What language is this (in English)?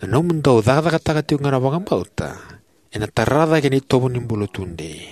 Fijian